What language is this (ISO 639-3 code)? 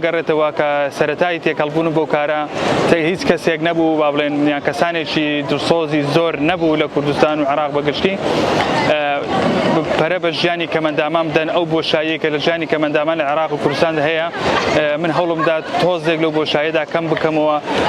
ckb